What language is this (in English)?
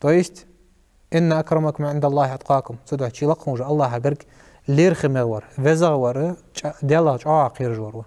Ingush